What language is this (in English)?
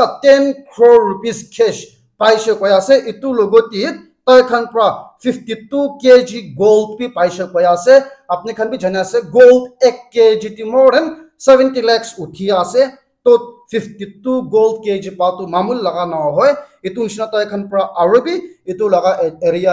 Naga Pidgin